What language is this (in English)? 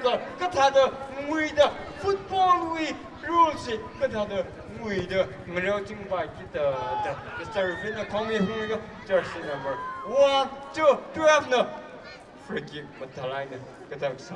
Tangkhul Naga (India)